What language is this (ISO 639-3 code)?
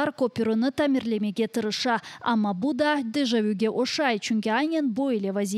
crh